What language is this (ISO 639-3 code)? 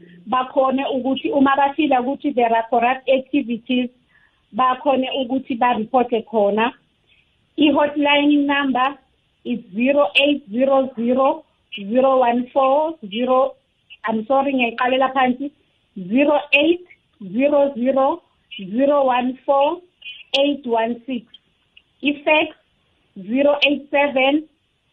nbl